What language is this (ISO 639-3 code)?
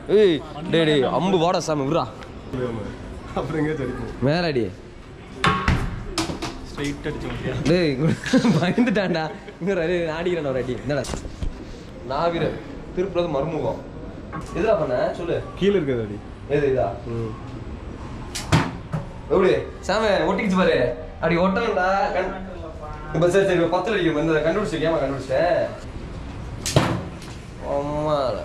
tam